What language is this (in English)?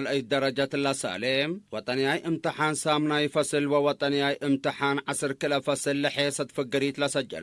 Tigre